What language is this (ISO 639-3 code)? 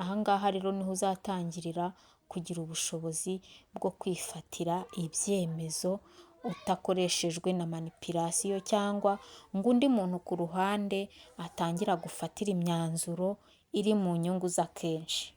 kin